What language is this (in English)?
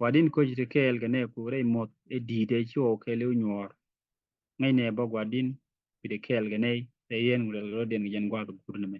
Nuer